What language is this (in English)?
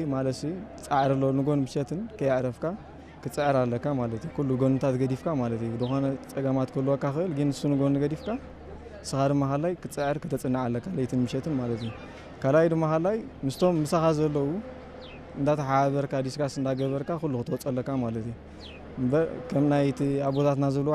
Tigrinya